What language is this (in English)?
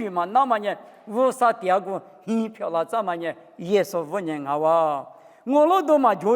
Lisu